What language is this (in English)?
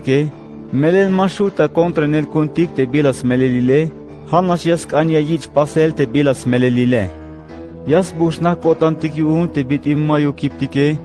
Tzeltal